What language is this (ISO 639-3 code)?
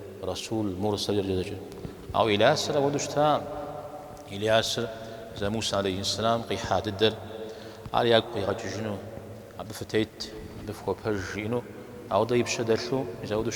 kbd